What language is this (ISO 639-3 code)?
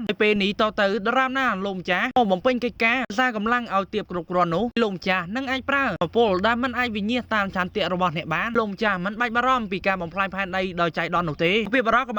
khm